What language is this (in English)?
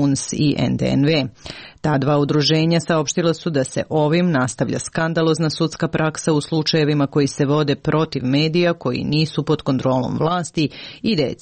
Serbian